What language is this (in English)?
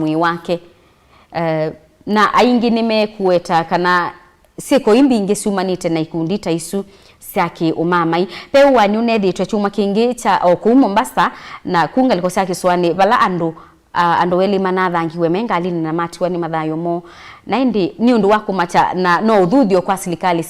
Kamba